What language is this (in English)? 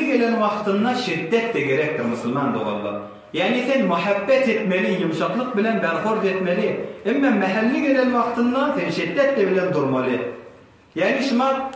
Turkmen